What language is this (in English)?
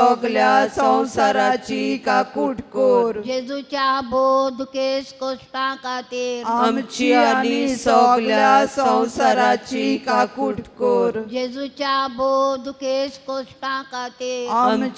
Konkani